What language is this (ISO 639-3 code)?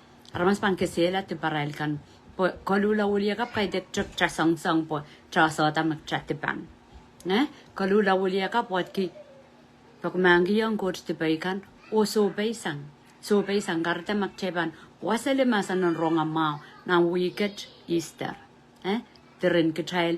pon